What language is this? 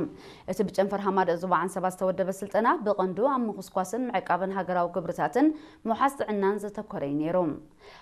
Tigrinya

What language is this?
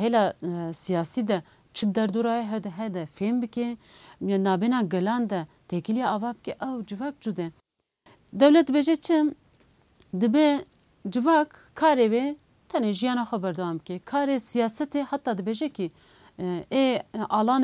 Kurdish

